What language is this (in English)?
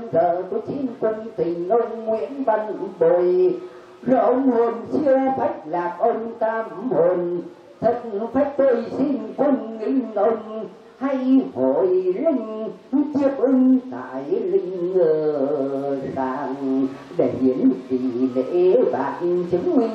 Vietnamese